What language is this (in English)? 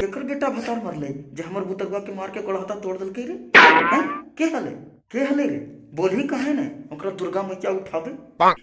Magahi